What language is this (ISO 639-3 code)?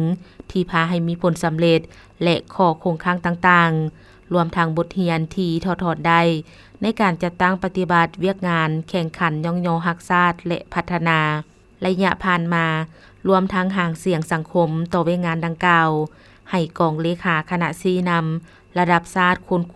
lao